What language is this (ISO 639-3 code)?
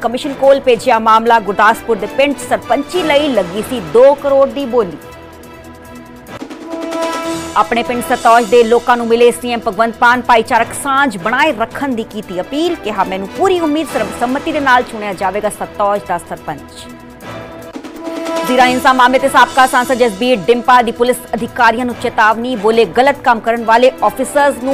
pan